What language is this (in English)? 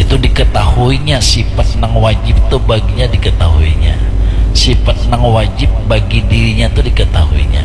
Banjar